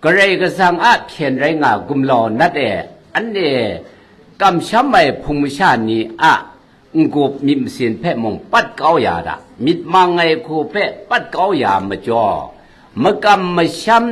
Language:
Kachin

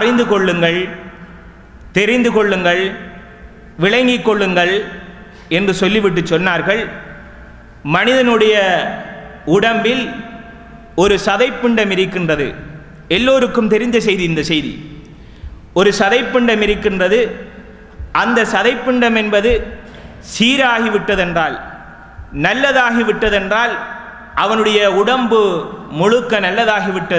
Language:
Tamil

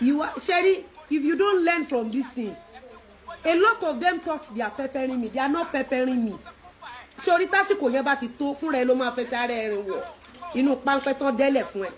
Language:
Yoruba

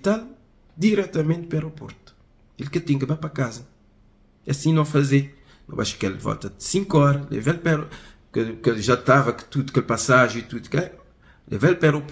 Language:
Kabuverdianu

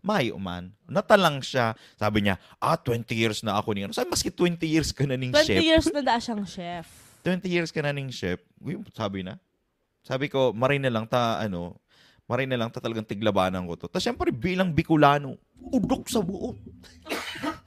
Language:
Bikol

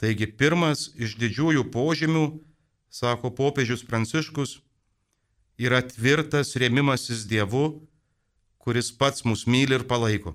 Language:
Lithuanian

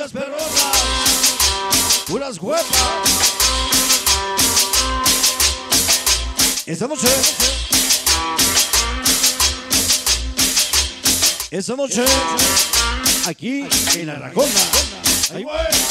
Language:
Spanish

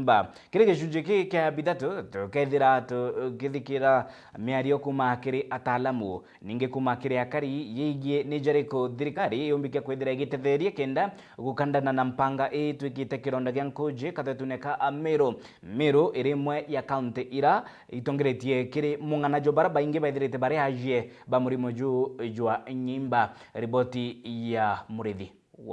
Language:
Meru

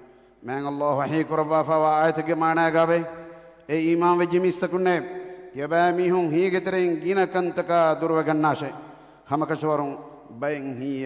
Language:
Divehi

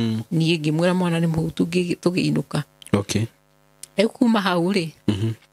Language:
Kikuyu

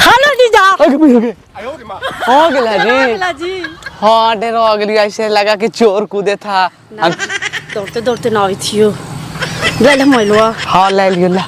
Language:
Magahi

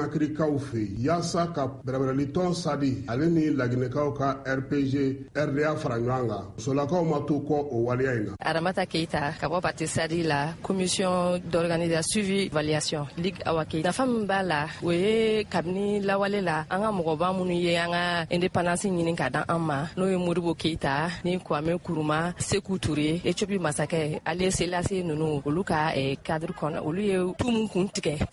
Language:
Bambara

